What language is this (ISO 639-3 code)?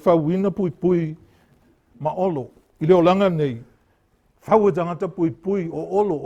smo